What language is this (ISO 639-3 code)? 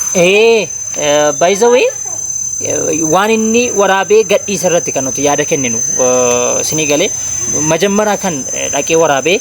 orm